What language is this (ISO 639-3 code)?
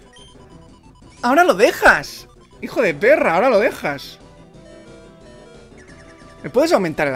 spa